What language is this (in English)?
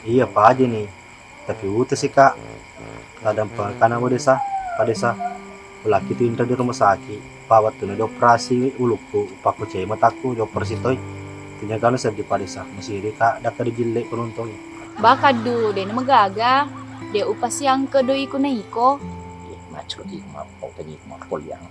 Buginese